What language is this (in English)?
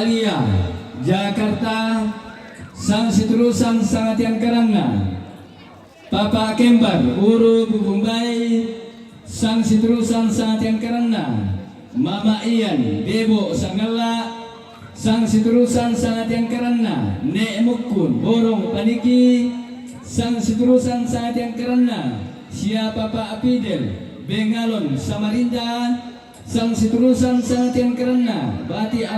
Toraja-Sa'dan